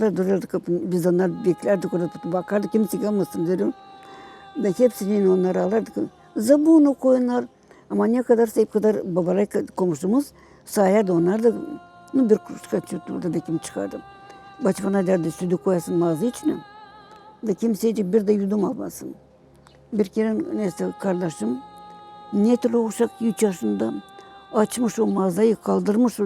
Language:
Gagauz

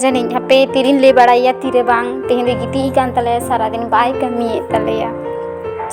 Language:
Santali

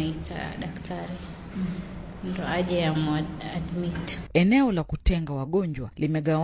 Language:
Swahili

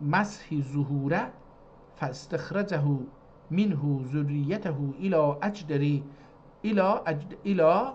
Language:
South Azerbaijani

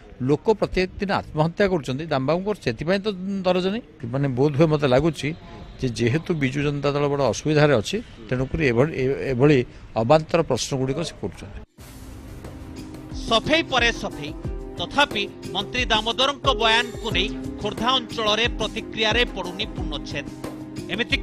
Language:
Odia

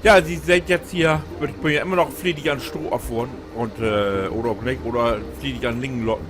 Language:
Low German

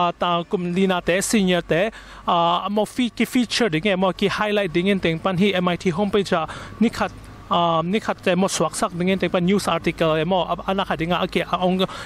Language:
Tedim Chin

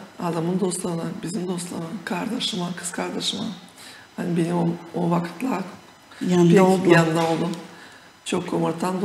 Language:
Gagauz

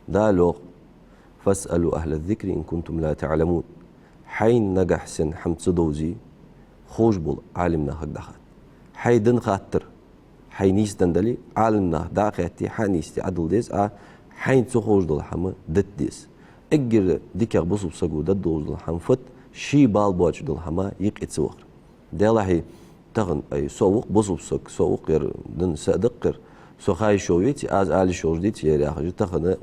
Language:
Ingush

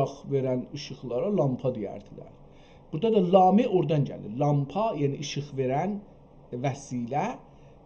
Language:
South Azerbaijani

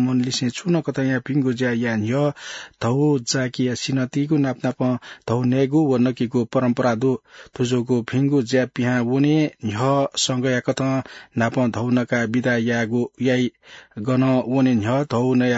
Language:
Newari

